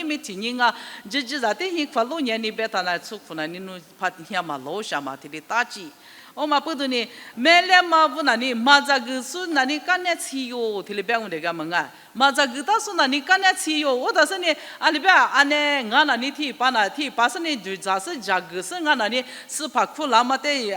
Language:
Lisu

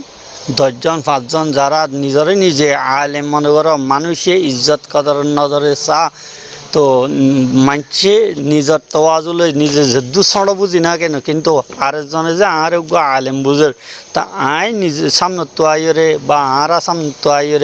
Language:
Rohingya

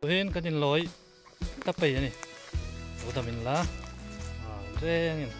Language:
Hmar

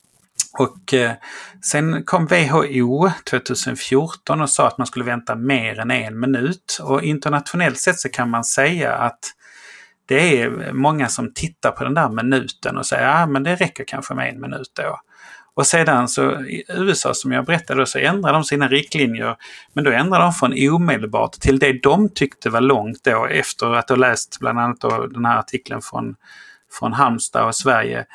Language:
Swedish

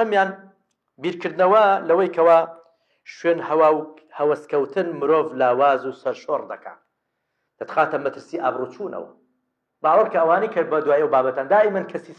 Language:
Central Kurdish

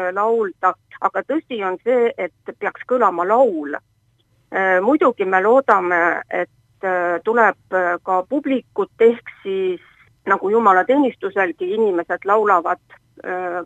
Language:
Estonian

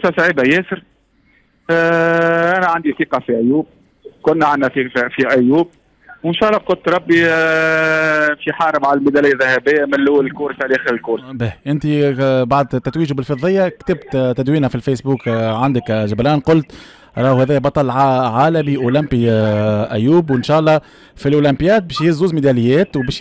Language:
Tunisian Arabic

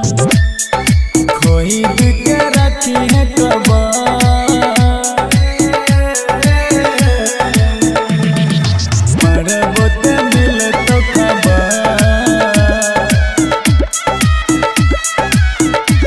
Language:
Bhojpuri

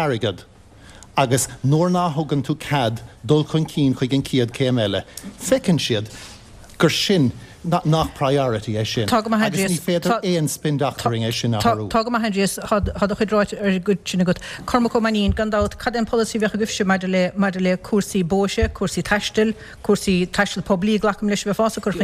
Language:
Irish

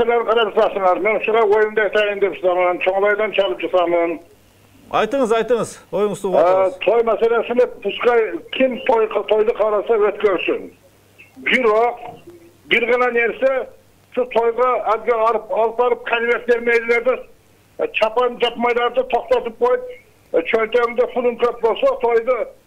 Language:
Kyrgyz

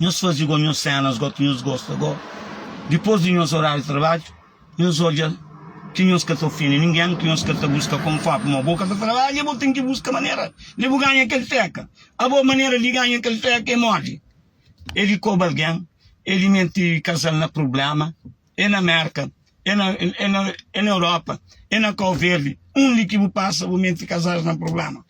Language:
Kabuverdianu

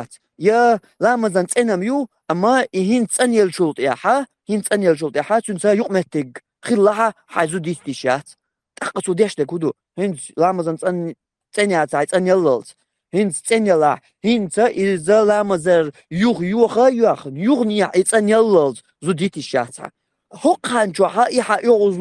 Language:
Chechen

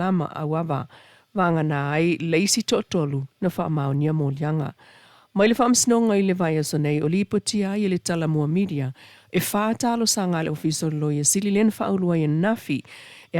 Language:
Samoan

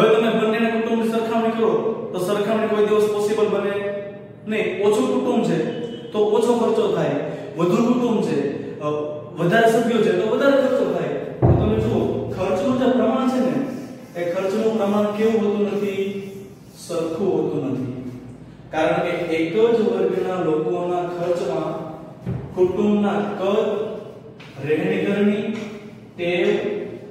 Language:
Gujarati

